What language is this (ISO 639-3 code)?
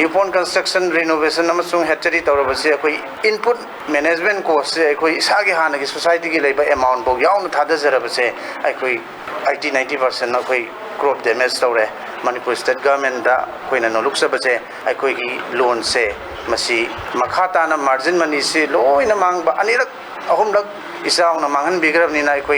mni